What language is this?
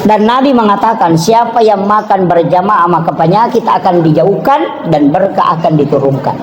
Buginese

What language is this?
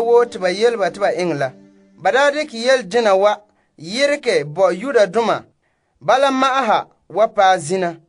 Frafra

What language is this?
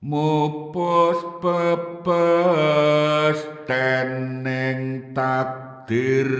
Javanese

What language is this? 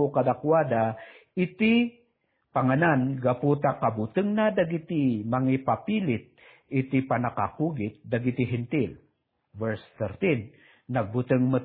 Iloko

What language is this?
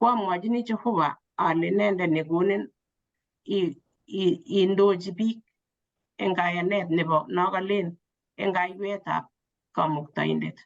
Kalenjin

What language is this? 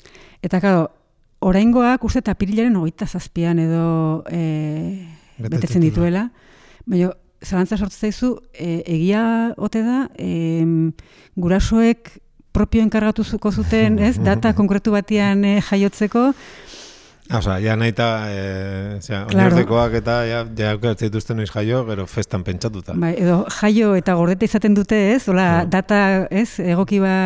Basque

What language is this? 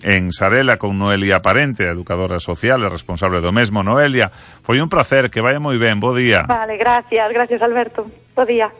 Galician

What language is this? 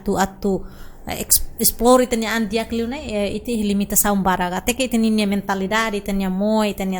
Tetum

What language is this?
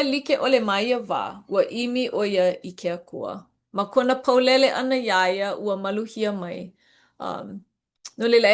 Hawaiian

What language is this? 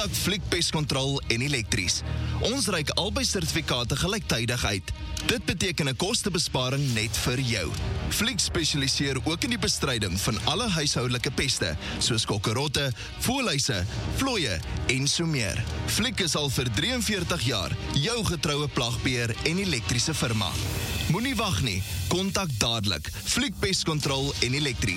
Afrikaans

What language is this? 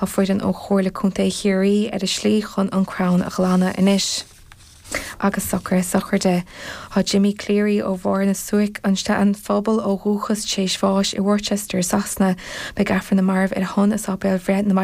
Irish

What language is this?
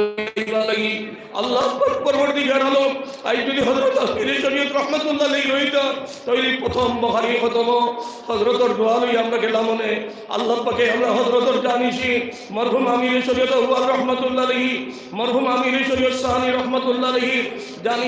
Sylheti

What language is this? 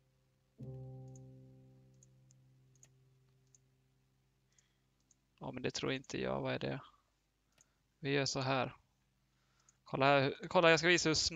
Swedish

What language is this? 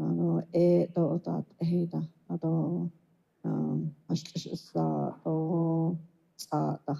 Navajo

